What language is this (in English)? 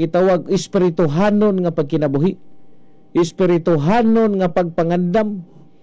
Cebuano